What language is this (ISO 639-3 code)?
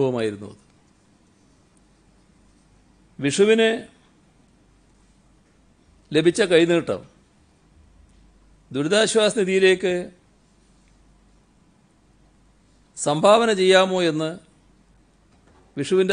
mal